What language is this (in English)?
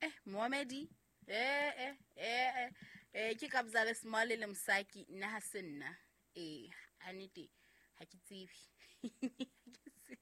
Southern Sotho